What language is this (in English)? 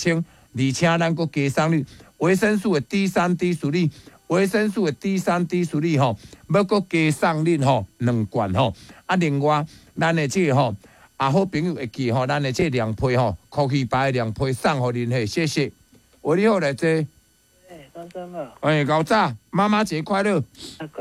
Min Nan Chinese